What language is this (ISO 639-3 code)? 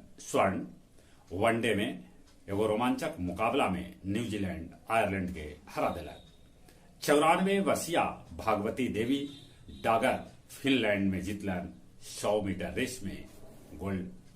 mag